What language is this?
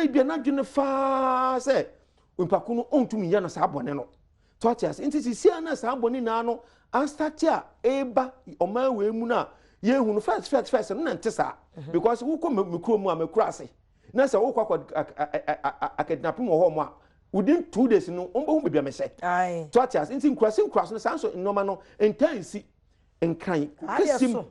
Akan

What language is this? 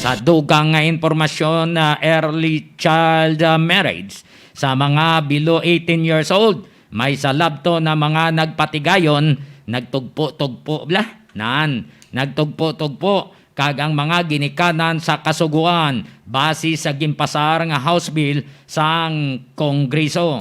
Hiligaynon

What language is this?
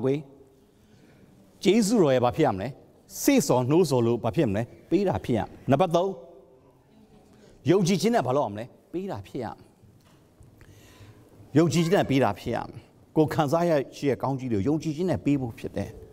Burmese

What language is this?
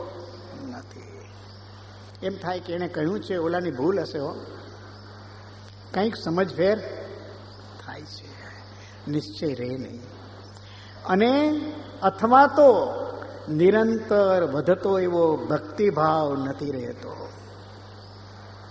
Gujarati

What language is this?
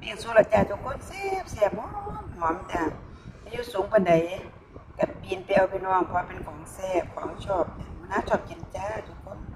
Lao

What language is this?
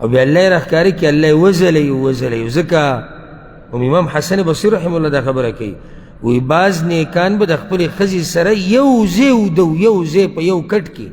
Pashto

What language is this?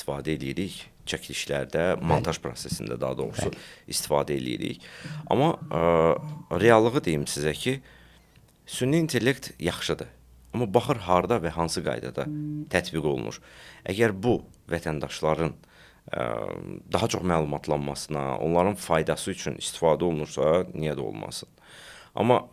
Azerbaijani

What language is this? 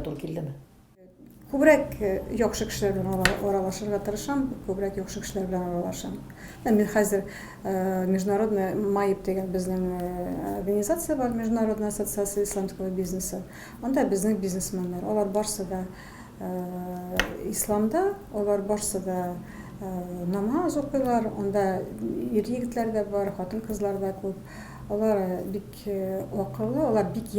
Tatar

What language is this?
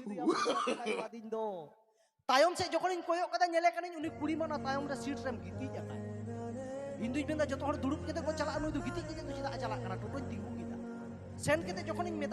Santali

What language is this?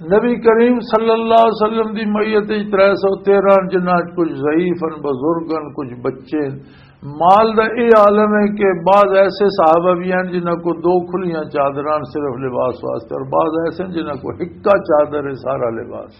Western Panjabi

